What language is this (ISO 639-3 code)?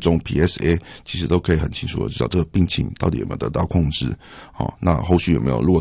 zho